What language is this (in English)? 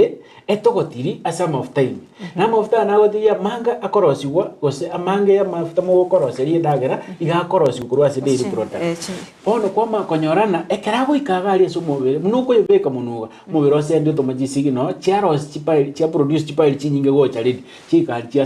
Gusii